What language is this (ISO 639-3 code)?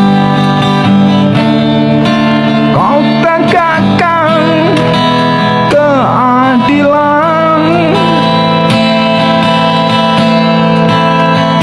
ind